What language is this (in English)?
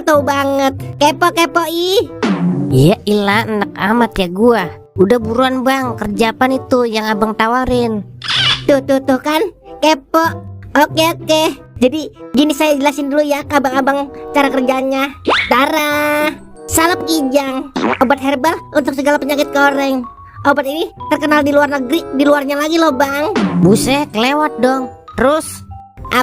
Betawi